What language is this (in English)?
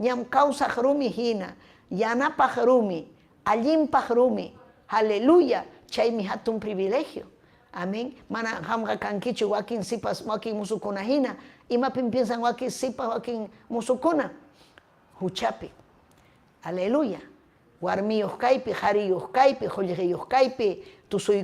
Ayacucho Quechua